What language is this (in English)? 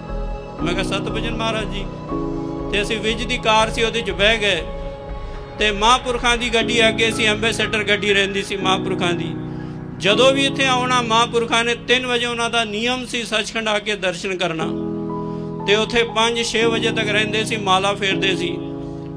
Punjabi